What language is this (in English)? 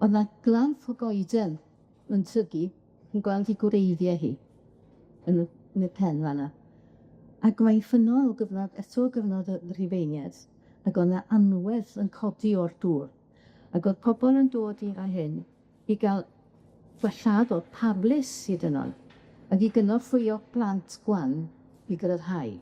Welsh